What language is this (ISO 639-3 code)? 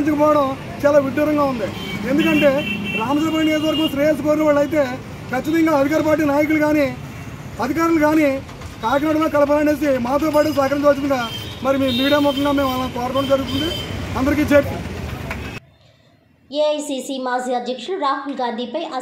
tel